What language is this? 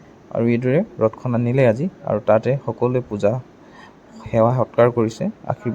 Assamese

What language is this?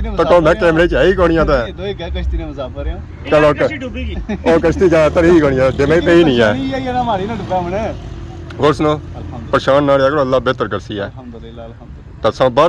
Pahari-Potwari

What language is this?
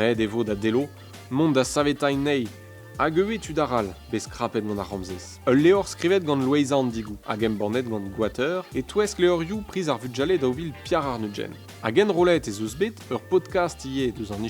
Breton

